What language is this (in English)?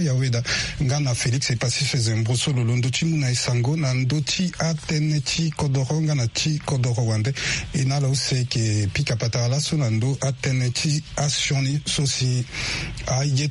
Sango